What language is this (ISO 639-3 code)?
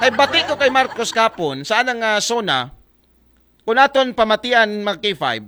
akl